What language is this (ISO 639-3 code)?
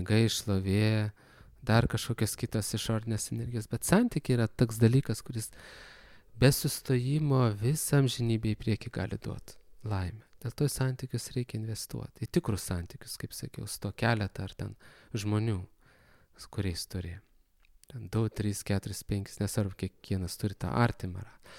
lit